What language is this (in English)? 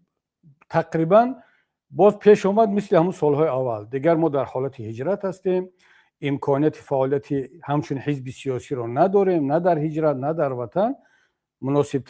Tajik